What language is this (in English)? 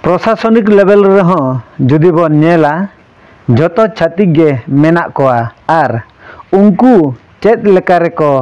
Santali